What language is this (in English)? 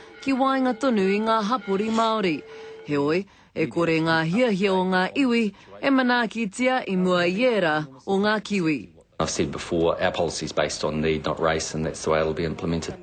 Māori